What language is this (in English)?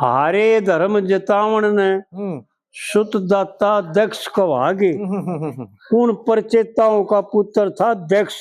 Haryanvi